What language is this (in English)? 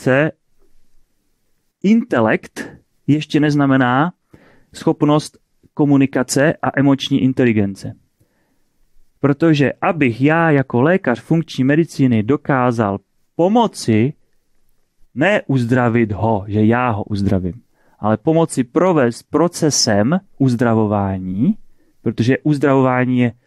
Czech